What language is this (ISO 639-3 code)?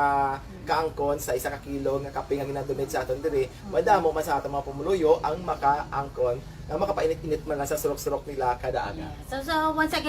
hil